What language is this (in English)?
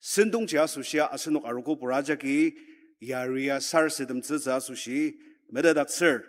Ao Naga